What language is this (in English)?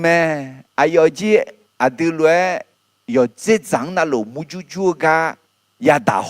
Akha